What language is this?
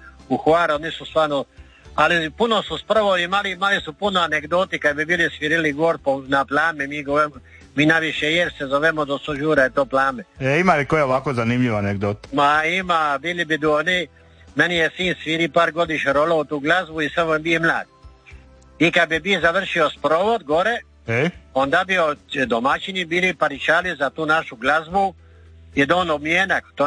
Croatian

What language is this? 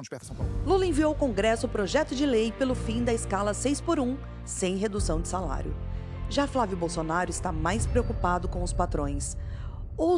Portuguese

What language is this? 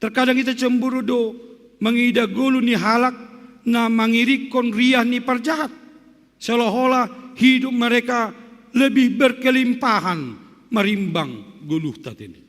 Batak Simalungun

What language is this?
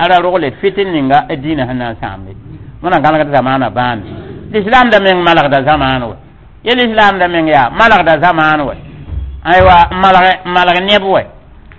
Mossi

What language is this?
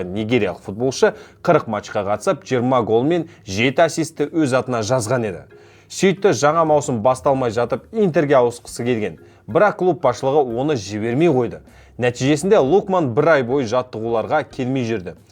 Kazakh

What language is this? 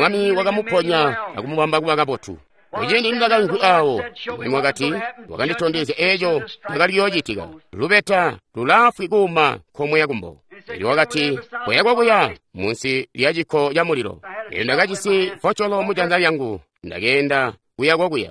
Tonga (Zambia)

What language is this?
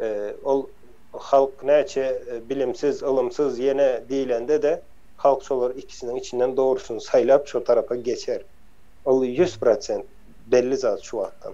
Turkmen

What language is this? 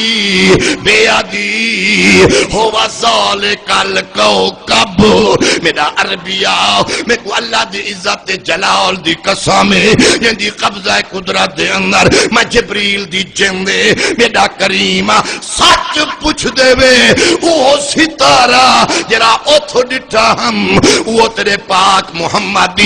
Saraiki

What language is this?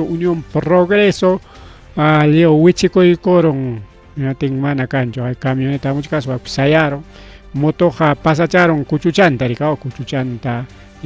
Ayacucho Quechua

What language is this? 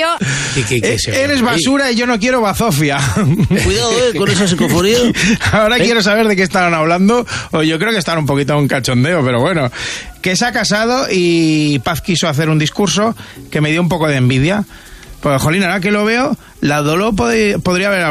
Spanish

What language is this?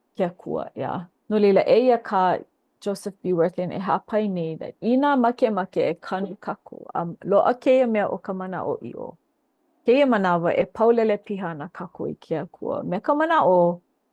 Hawaiian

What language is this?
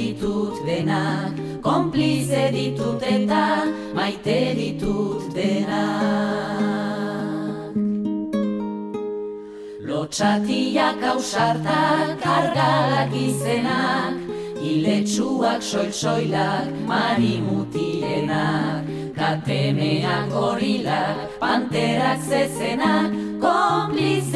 Basque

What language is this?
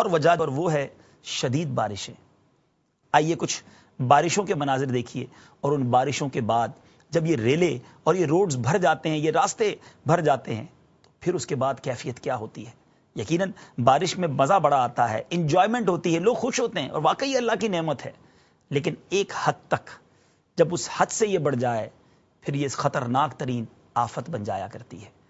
Urdu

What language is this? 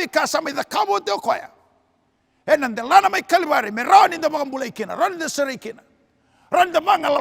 Fijian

